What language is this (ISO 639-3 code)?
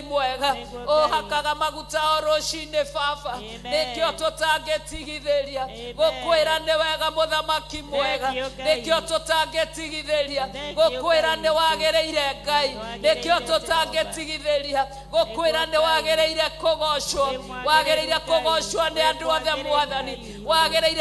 kik